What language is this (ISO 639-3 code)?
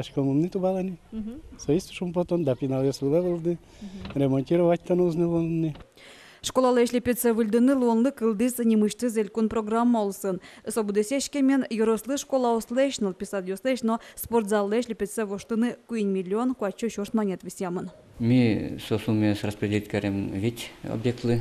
udm